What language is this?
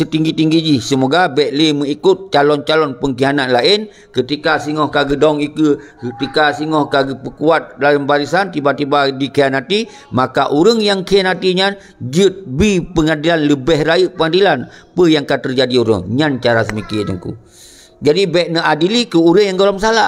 Achinese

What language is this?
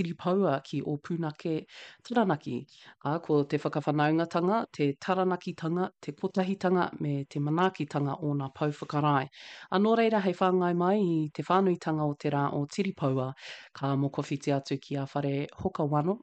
Māori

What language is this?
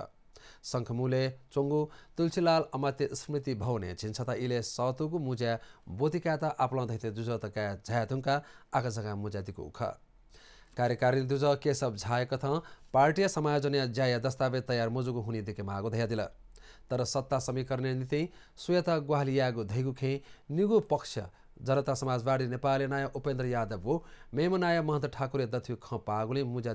Newari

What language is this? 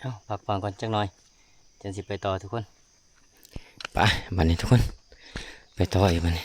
Lao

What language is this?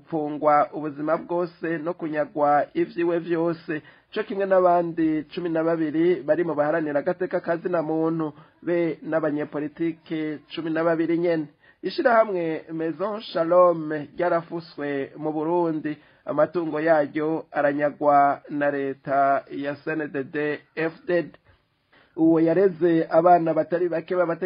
Rundi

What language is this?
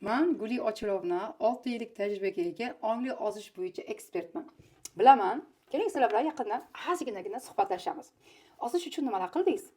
Uzbek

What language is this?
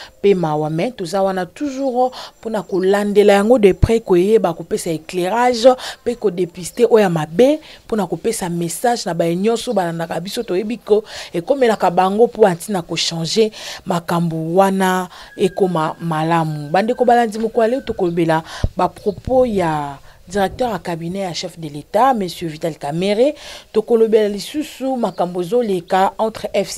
Lingala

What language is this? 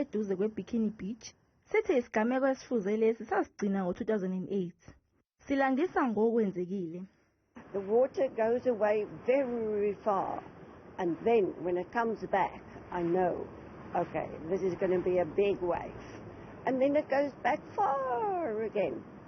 Zulu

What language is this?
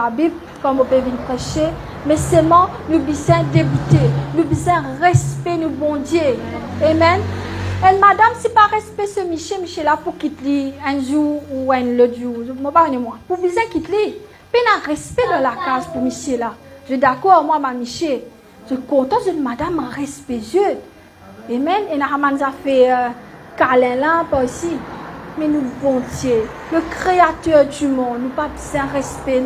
Morisyen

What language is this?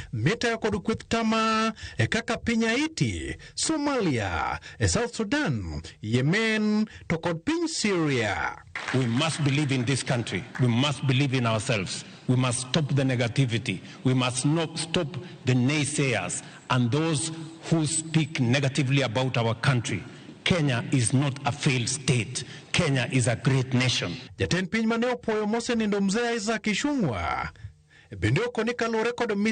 Luo (Kenya and Tanzania)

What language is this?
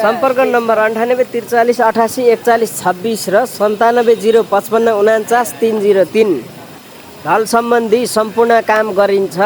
Nepali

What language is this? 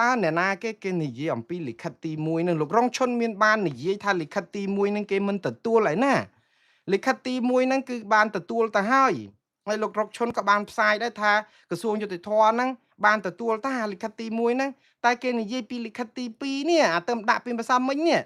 Khmer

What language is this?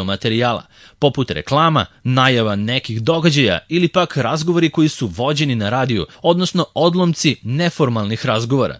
Serbian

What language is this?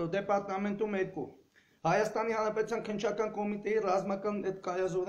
Armenian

